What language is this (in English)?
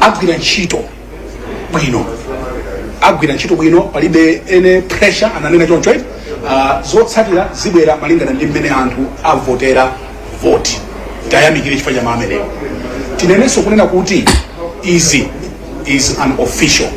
Nyanja